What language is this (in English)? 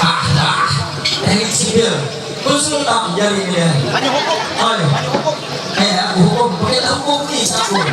Ma'anyan